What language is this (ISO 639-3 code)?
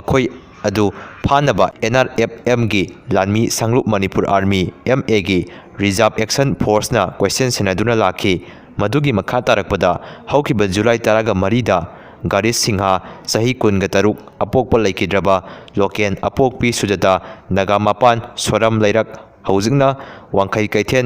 mni